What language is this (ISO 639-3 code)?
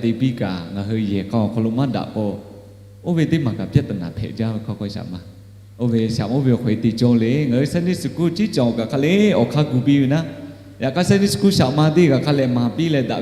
lhu